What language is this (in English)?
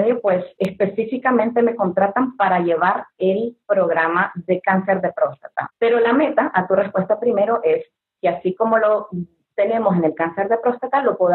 Spanish